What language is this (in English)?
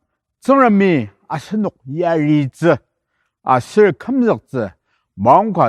Ao Naga